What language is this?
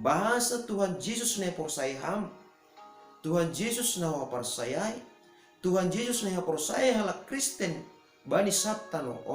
Batak Simalungun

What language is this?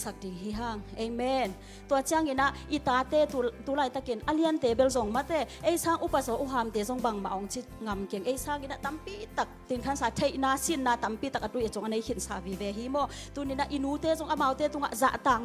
Tedim Chin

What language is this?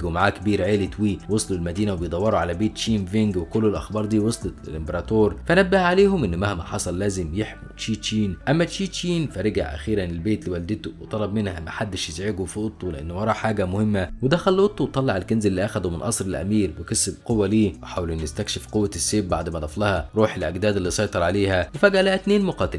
Egyptian Arabic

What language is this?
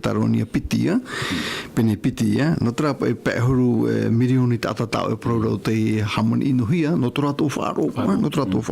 Tahitian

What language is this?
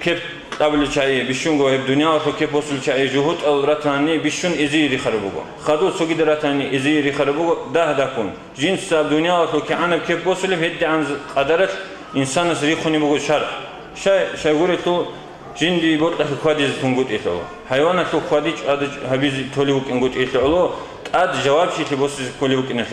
Avaric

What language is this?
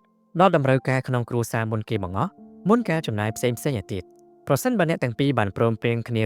Khmer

